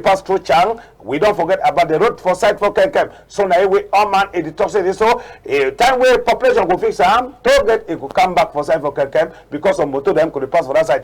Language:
Cameroon Pidgin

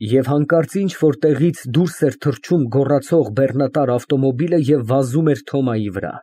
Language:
Armenian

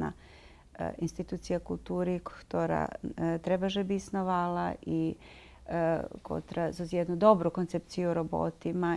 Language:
Rusyn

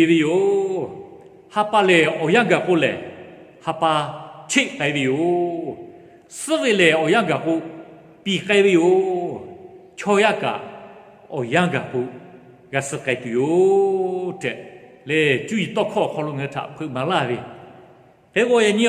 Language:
Lahu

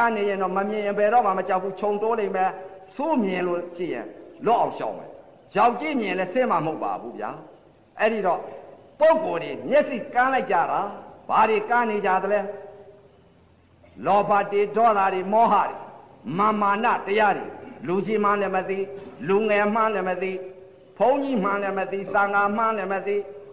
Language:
Burmese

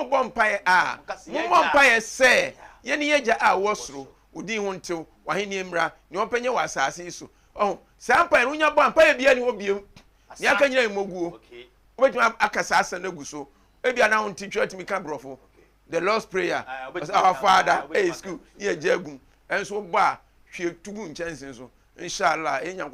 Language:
Akan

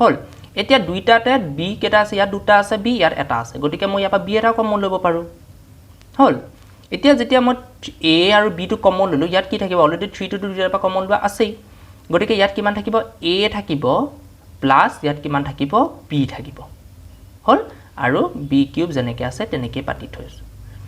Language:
Assamese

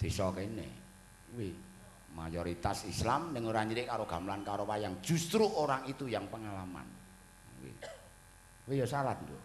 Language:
Javanese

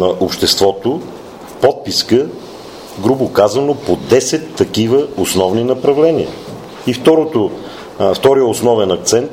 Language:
Bulgarian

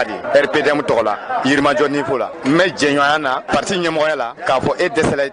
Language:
Bambara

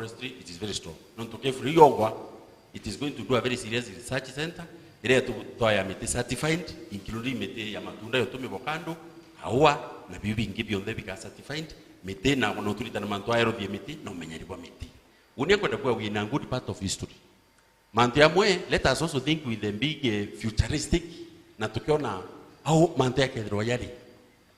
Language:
Meru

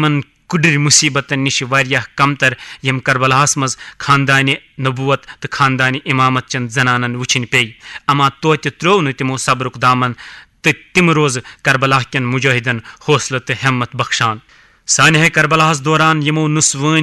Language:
Kashmiri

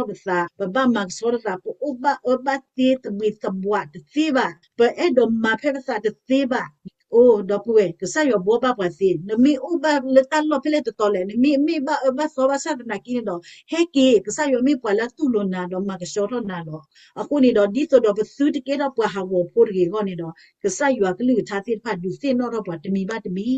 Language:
S'gaw Karen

